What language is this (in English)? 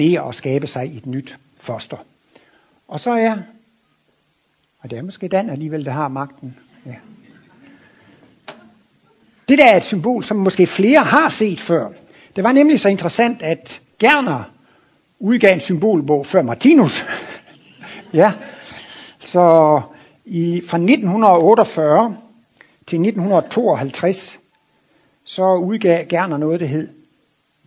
Danish